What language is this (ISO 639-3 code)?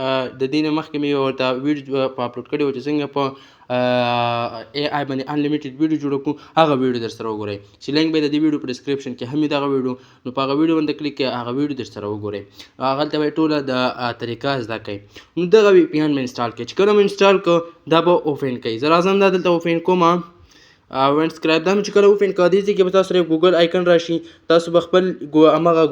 pus